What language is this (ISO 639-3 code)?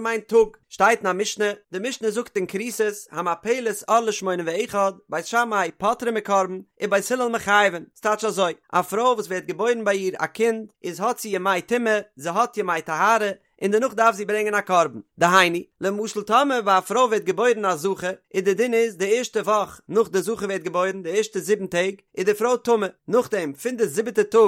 yid